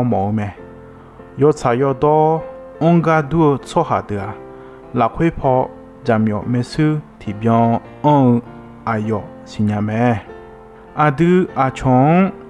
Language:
Akha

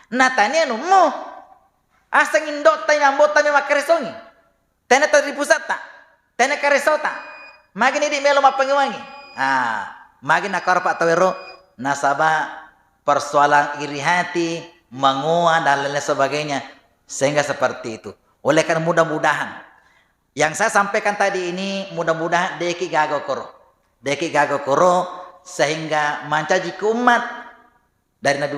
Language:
Buginese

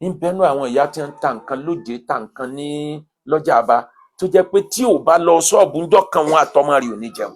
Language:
Yoruba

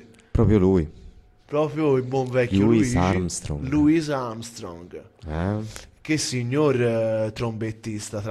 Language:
Italian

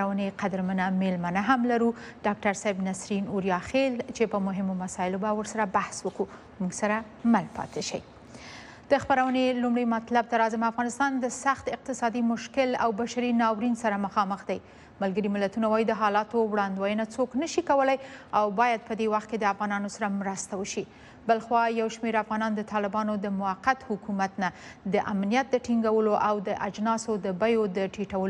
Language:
Pashto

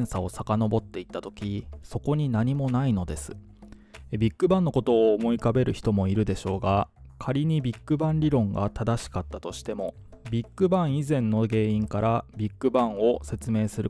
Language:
Japanese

